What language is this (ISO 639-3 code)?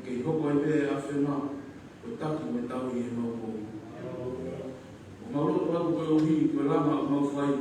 ton